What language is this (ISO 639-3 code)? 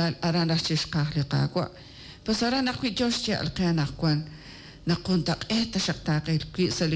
kek